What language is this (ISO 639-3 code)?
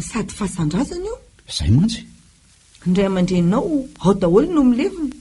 mlg